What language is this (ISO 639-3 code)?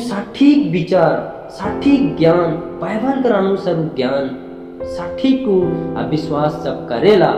sck